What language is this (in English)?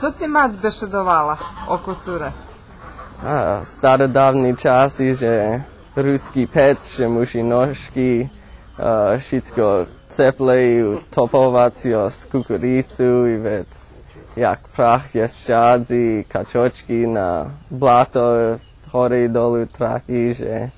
Rusyn